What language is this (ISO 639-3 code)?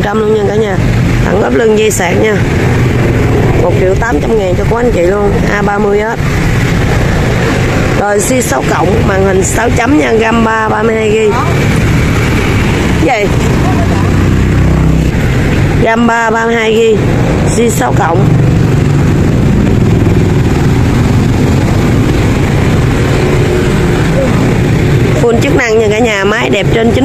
vie